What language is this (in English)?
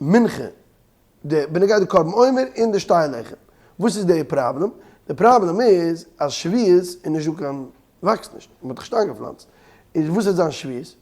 Yiddish